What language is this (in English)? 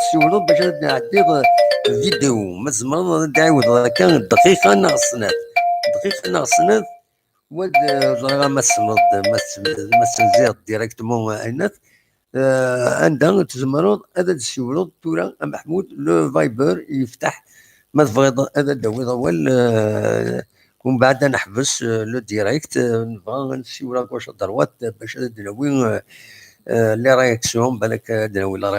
Kabyle